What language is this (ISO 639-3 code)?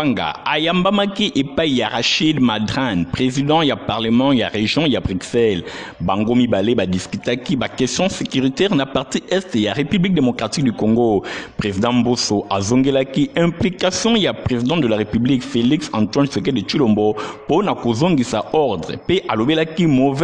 lin